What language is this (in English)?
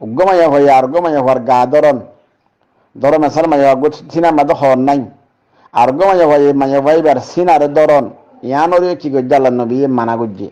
Rohingya